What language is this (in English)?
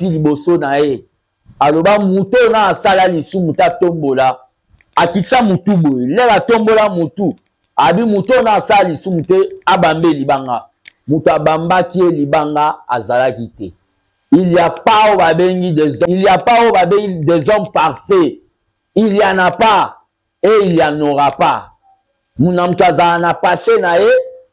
Lingala